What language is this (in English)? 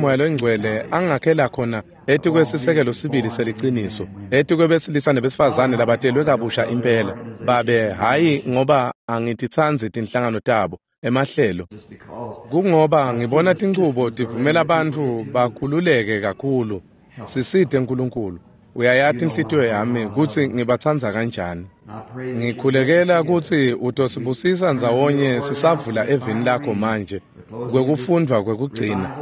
Swati